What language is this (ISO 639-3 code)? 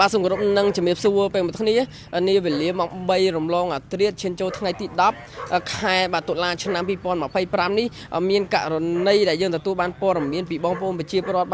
khm